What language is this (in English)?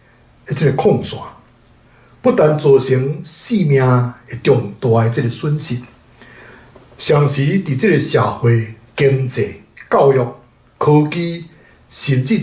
Min Nan Chinese